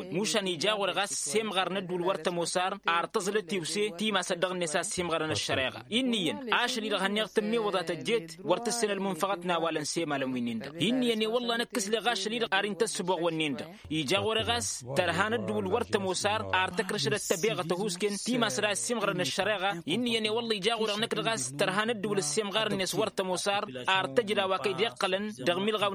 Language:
Tamasheq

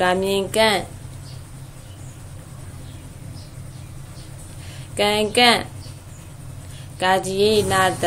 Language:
Burmese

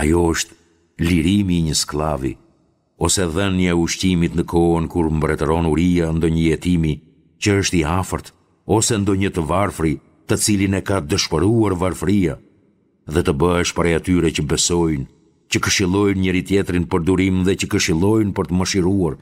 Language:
Albanian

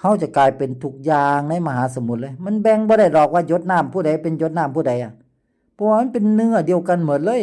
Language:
Lao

